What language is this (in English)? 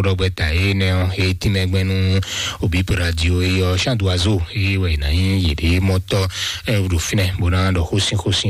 Fon